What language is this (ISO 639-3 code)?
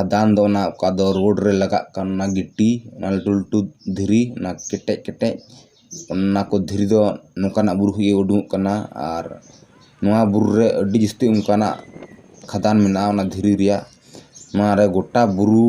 sat